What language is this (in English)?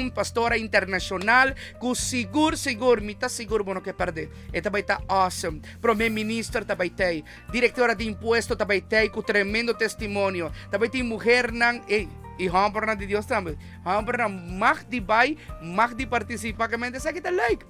Papiamento